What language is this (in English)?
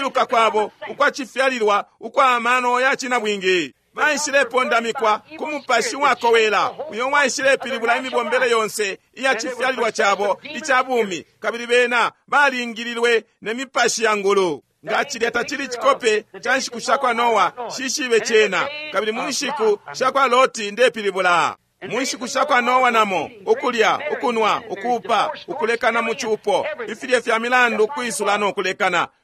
Bemba